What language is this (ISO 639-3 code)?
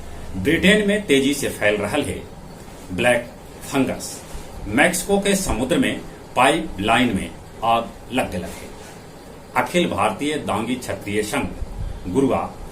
mag